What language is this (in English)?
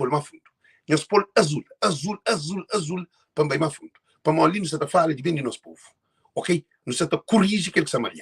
Kabuverdianu